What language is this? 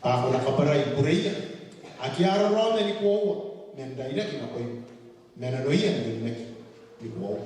Gilbertese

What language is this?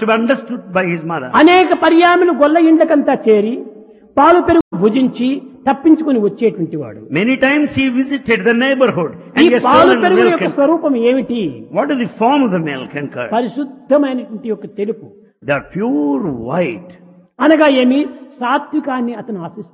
Telugu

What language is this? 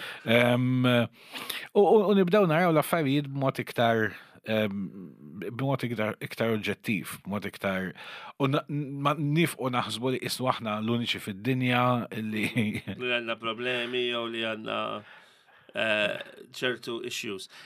Maltese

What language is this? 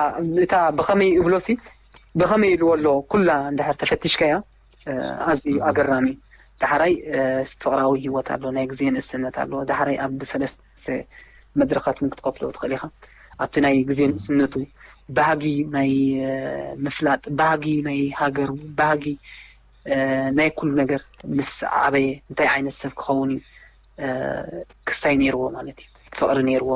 Tigrinya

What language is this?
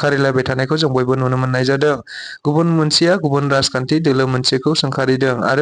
Bodo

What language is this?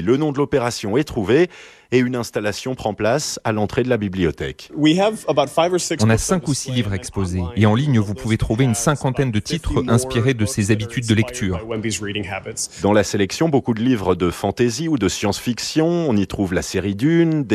French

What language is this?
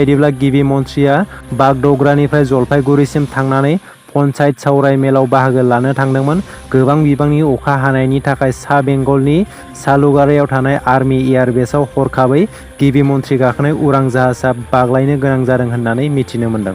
Bodo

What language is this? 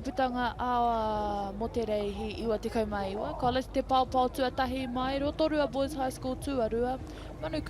Māori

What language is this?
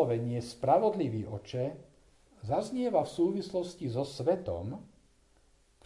Slovak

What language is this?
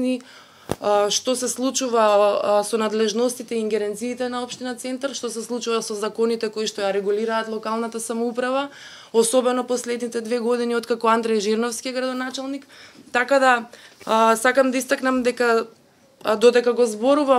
Macedonian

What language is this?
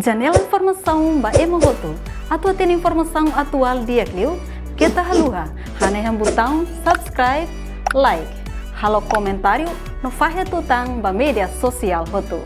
Tetum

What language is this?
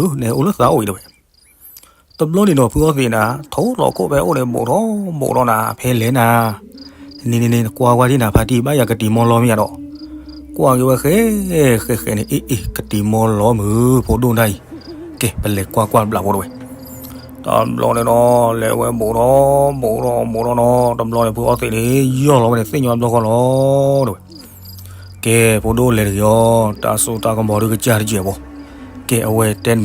S'gaw Karen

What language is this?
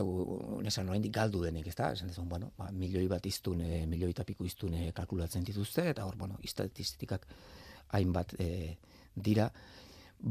Basque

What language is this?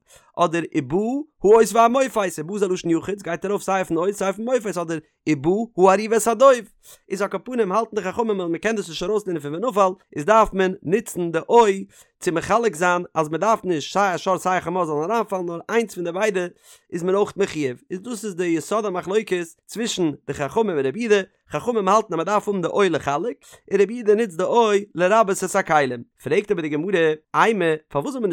Yiddish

